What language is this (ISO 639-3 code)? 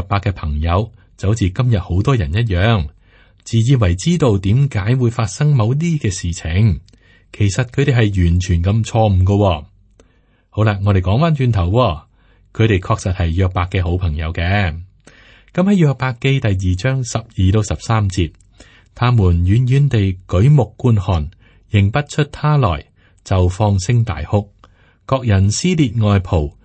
yue